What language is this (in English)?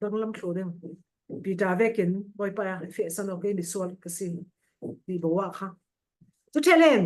Falam Chin